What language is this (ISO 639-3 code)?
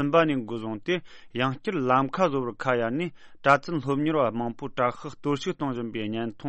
bod